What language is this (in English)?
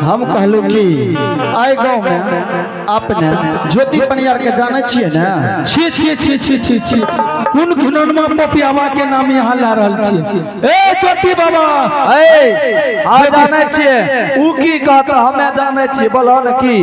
Angika